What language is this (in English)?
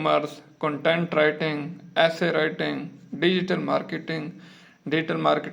Saraiki